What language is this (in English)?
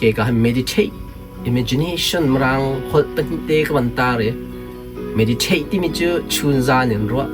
Hakha Chin